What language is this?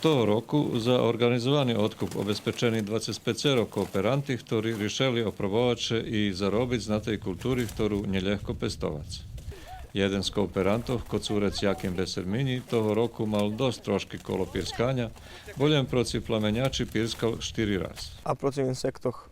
Rusyn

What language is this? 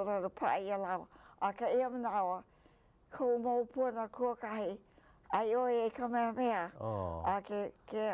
Hawaiian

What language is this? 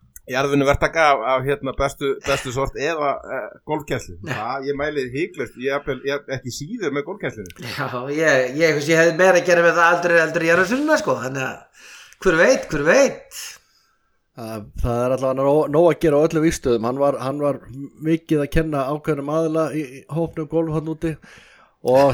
Icelandic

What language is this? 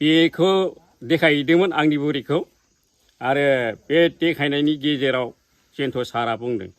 Bodo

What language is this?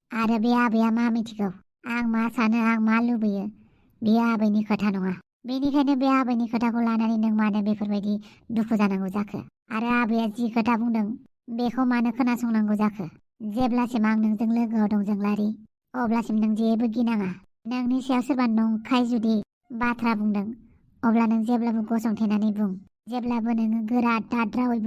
Bodo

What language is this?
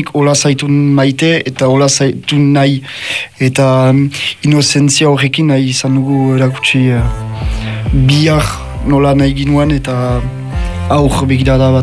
Basque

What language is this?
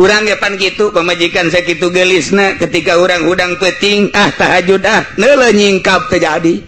Sundanese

